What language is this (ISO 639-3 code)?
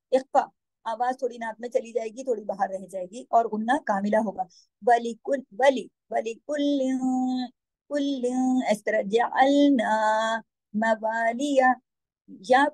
urd